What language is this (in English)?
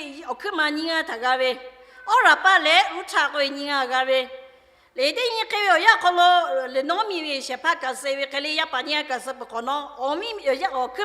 Lahu